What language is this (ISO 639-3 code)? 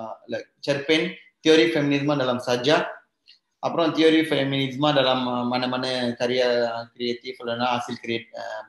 tam